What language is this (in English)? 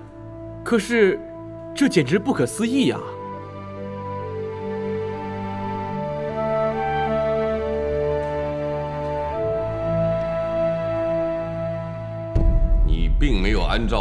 Chinese